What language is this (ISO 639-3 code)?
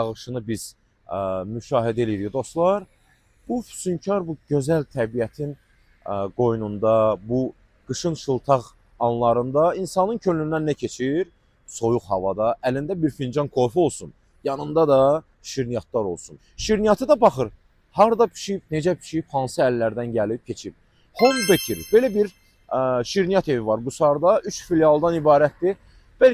aze